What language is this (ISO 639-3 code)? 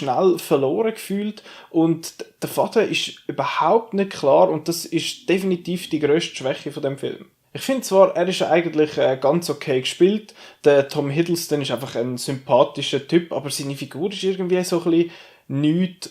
gsw